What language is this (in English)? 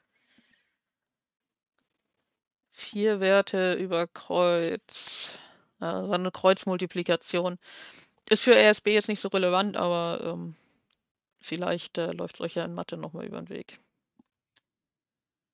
German